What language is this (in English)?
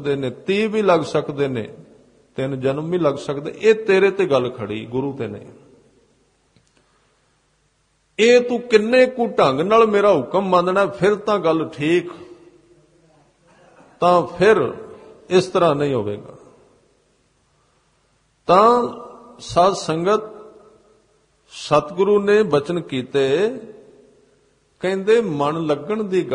Punjabi